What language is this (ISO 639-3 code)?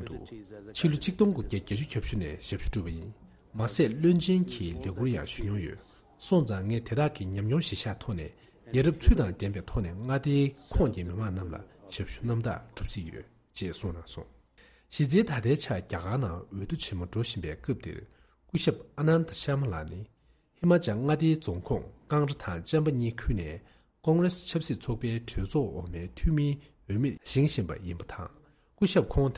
bod